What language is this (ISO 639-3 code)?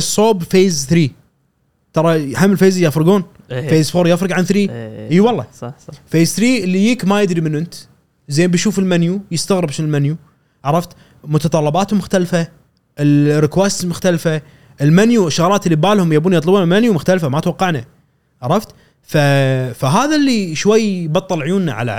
afb